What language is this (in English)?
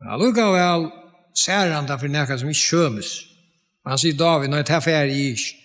Faroese